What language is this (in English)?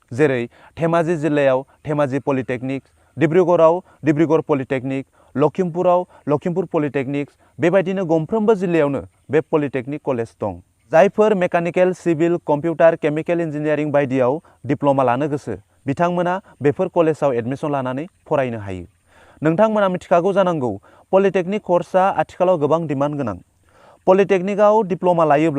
Bodo